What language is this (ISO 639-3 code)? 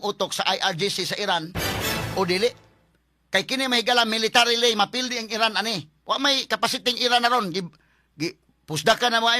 ceb